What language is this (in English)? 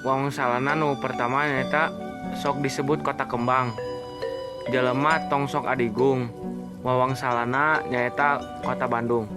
Sundanese